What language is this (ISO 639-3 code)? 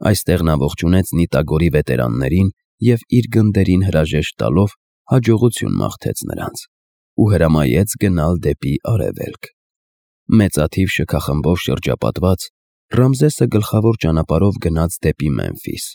hye